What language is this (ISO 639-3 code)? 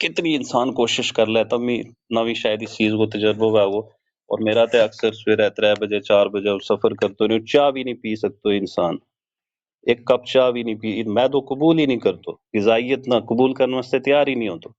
gju